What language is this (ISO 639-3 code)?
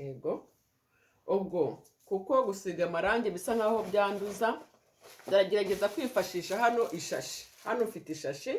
kin